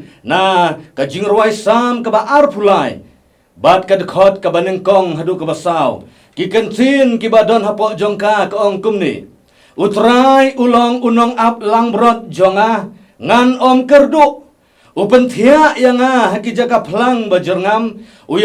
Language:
Khasi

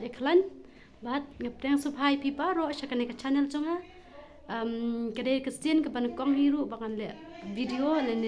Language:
Khasi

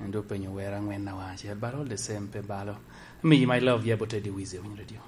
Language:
Lango (Uganda)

